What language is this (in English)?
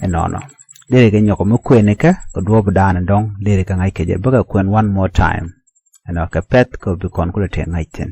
Nuer